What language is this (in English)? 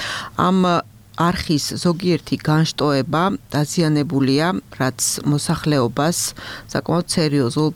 Georgian